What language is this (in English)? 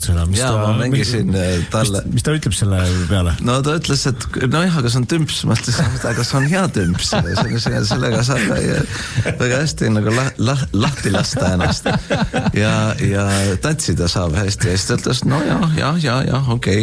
Estonian